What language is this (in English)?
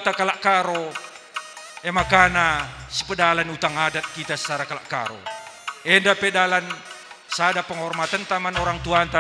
Batak Karo